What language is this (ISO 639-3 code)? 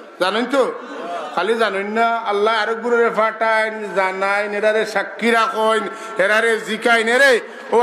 syl